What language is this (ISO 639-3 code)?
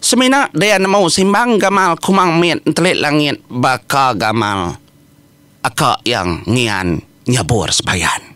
iba